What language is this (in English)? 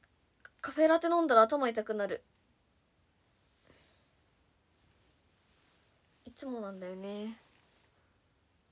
Japanese